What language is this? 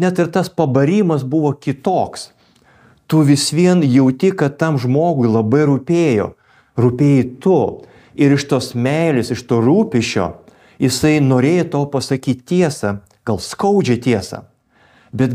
Lithuanian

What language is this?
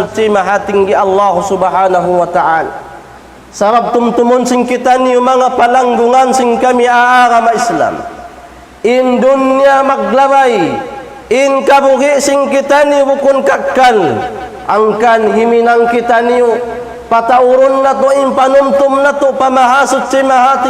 Tausug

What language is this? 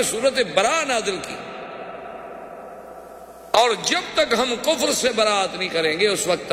Urdu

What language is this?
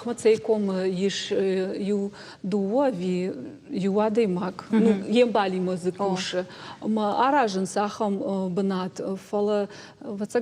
Ossetic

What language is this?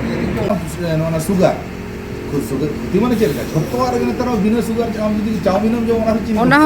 Santali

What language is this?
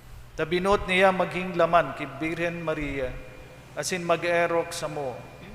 Bikol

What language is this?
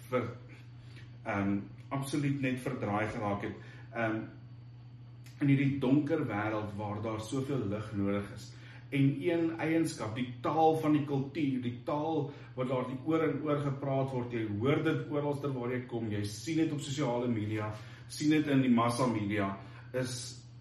Afrikaans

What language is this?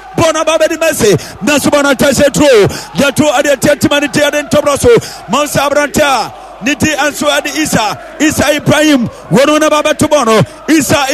Akan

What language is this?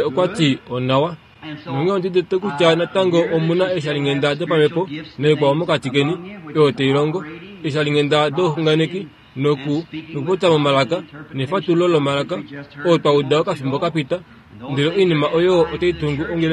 Kuanyama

